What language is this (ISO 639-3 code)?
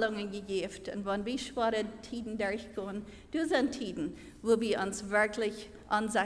pdt